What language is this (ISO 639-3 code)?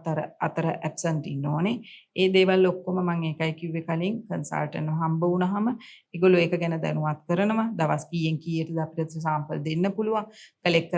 sin